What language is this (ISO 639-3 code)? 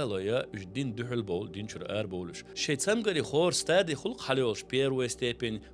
che